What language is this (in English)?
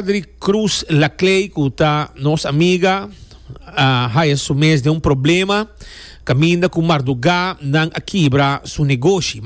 Papiamento